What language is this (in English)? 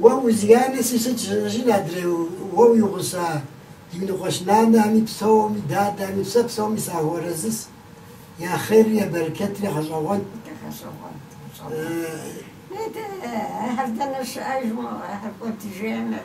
Kabardian